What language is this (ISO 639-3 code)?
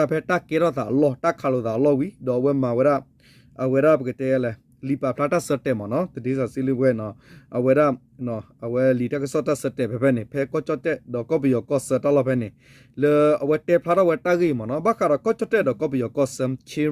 ksw